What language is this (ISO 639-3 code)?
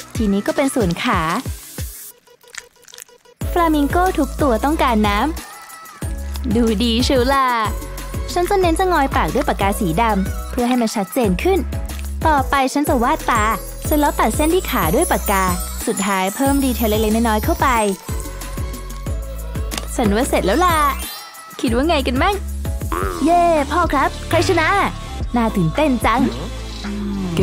tha